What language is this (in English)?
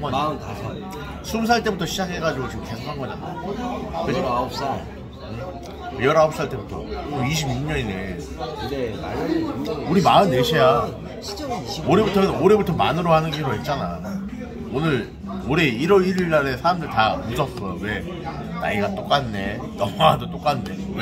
Korean